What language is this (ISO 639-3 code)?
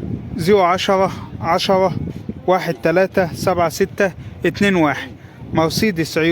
arz